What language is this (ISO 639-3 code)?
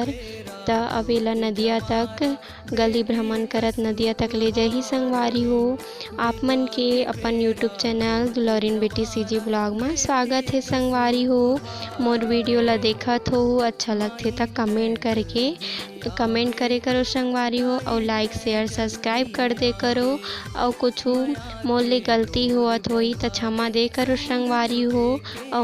hne